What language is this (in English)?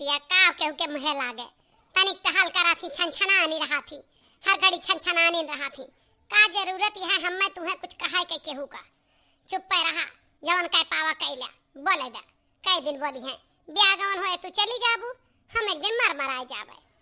Awadhi